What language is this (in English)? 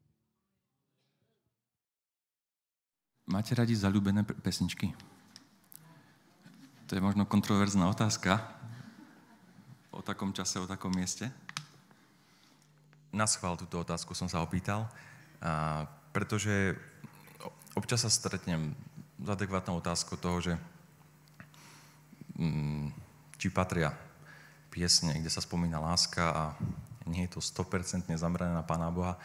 Slovak